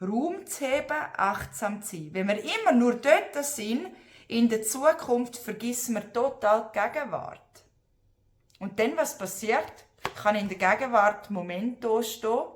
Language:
Swiss German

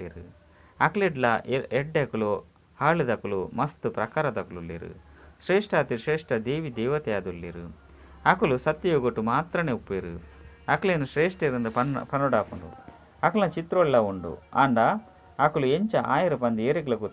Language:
Tulu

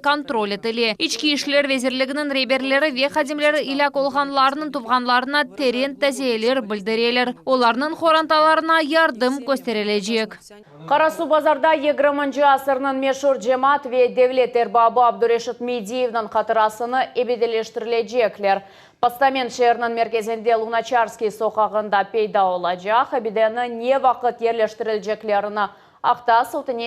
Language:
Crimean Tatar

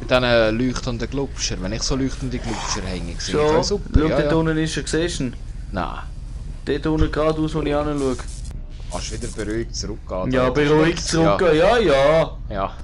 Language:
Swiss German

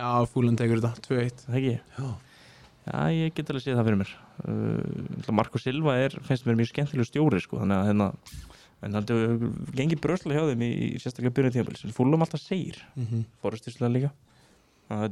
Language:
Icelandic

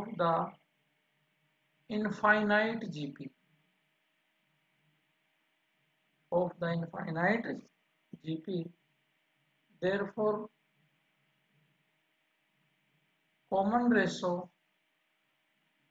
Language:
Hindi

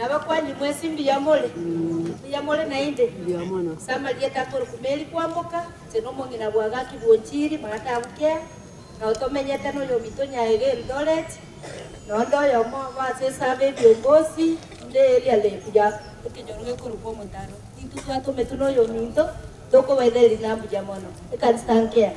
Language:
Gusii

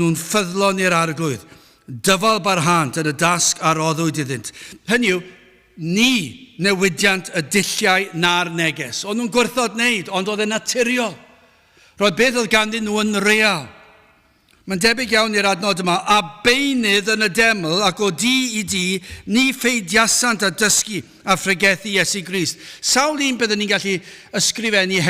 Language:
Welsh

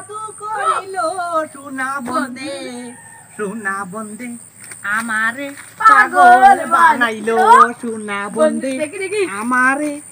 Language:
Sylheti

